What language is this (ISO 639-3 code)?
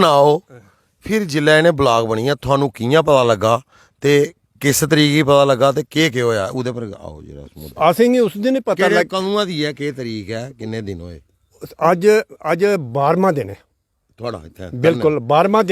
doi